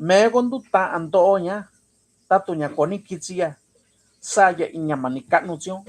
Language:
Mixtepec Mixtec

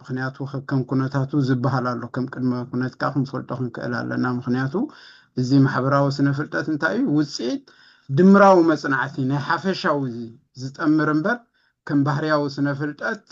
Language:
Tigrinya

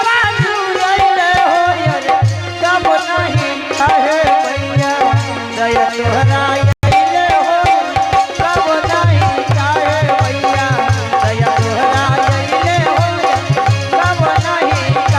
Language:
Angika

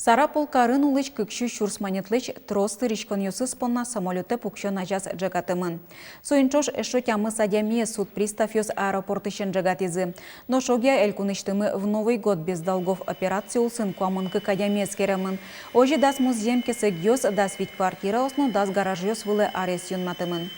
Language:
Udmurt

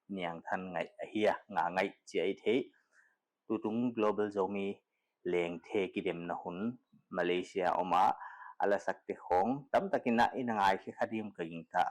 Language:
Paite Chin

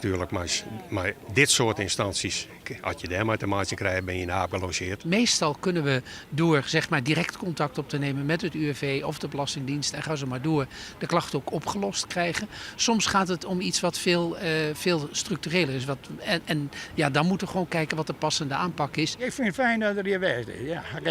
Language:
Western Frisian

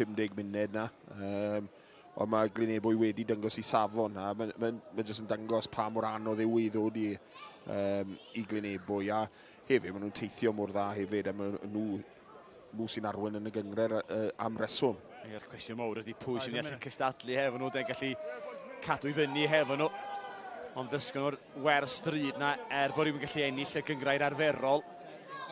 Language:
Welsh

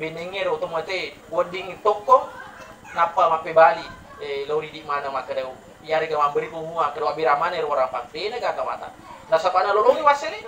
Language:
Buginese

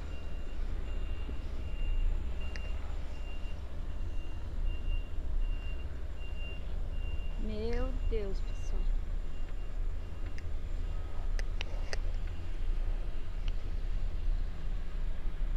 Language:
Portuguese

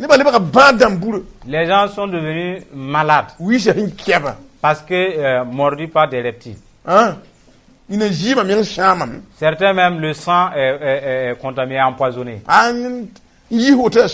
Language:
Mossi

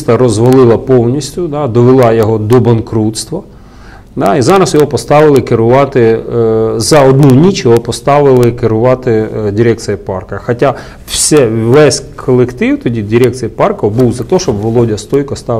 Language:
Ukrainian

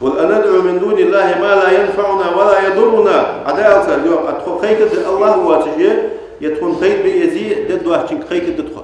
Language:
Ingush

